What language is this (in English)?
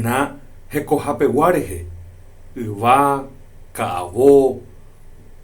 Guarani